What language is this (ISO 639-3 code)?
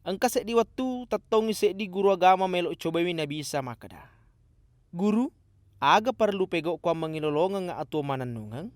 bug